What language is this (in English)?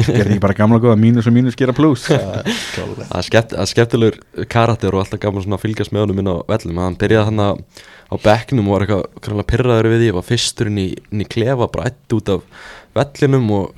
Icelandic